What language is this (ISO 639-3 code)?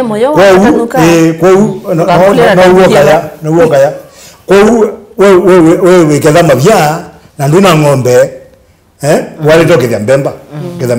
kam